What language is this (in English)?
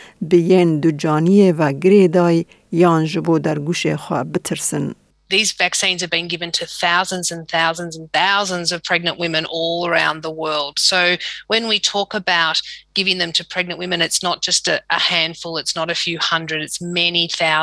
Kurdish